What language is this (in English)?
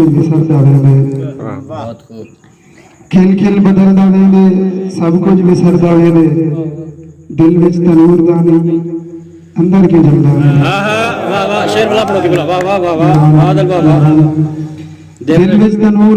Saraiki